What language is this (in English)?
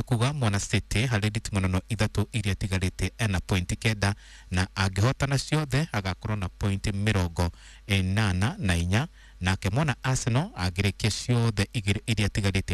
Kikuyu